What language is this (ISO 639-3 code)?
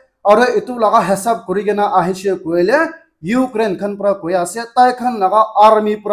nag